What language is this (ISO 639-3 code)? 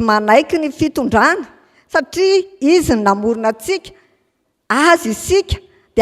mlg